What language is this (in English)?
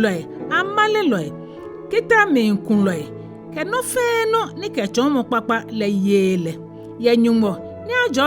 Ga